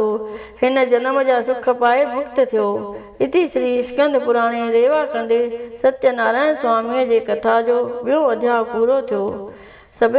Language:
Sindhi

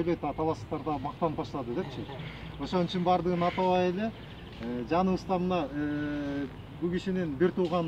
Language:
Kyrgyz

